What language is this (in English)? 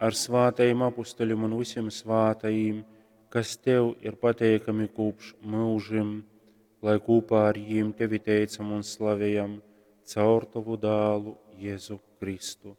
Latgalian